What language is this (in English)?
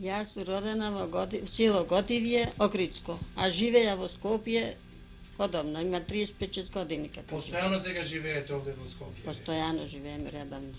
Macedonian